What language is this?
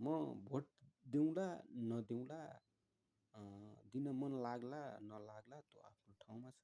Nepali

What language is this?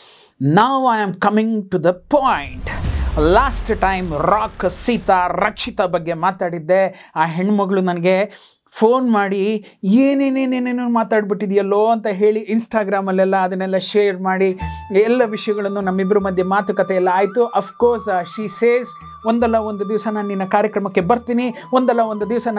Kannada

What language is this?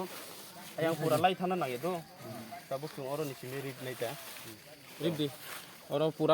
Kok Borok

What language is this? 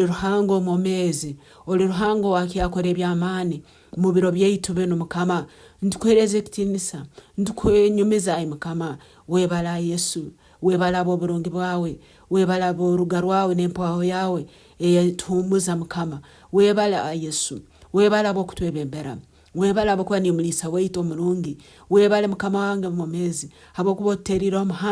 Nyankole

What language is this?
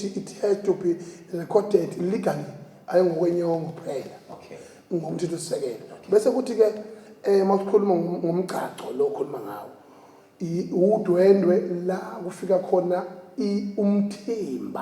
Zulu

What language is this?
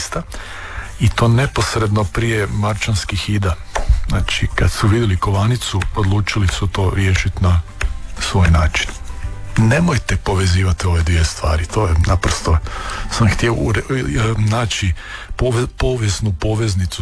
Croatian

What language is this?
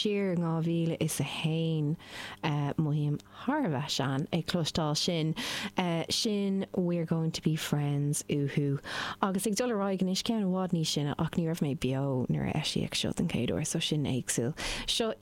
Irish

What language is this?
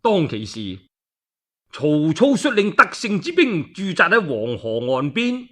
Cantonese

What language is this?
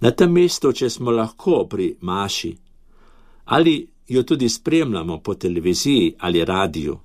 Slovenian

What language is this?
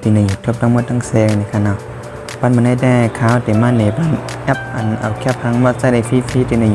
Shan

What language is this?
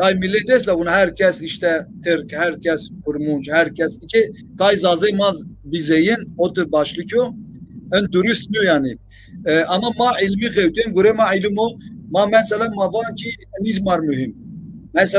Zaza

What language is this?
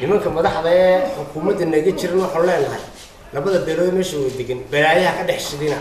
Somali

